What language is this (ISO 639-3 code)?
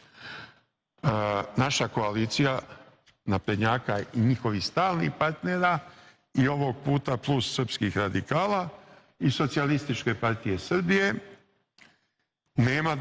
srp